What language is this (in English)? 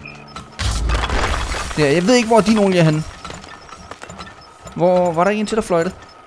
Danish